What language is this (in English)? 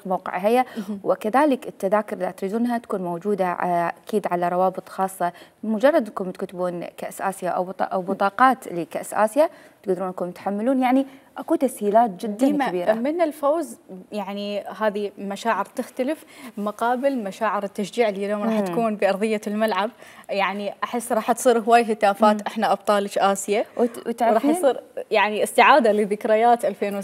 Mesopotamian Arabic